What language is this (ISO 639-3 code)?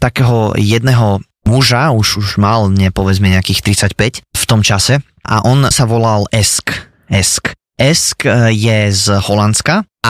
slk